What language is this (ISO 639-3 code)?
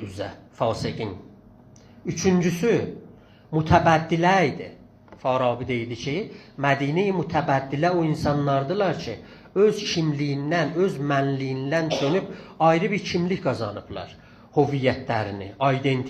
azb